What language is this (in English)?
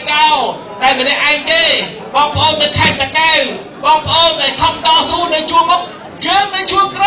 Khmer